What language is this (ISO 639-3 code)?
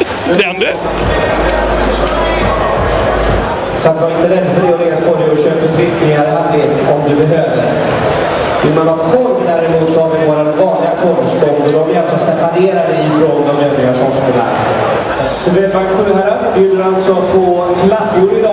swe